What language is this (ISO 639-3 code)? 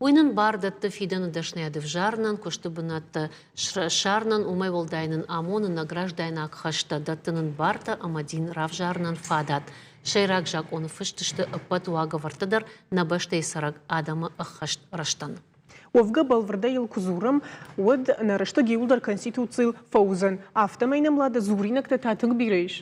oss